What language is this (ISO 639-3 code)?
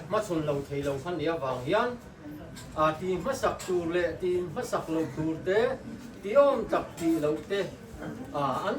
hmr